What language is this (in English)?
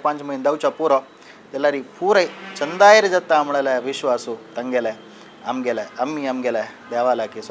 Konkani